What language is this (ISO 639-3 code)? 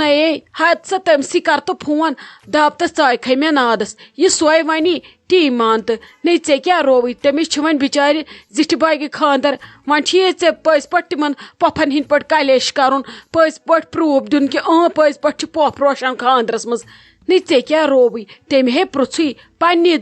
kas